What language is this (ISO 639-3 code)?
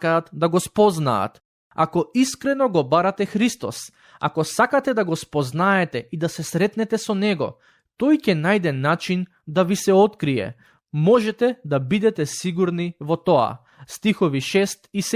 mkd